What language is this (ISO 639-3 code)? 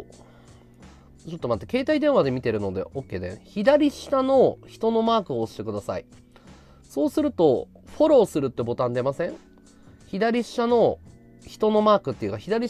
jpn